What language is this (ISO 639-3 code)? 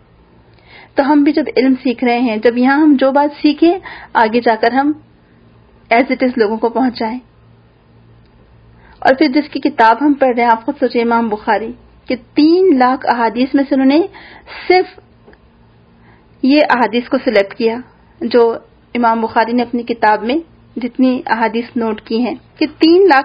urd